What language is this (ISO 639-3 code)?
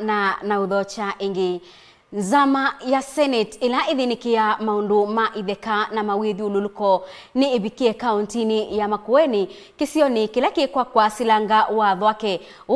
kam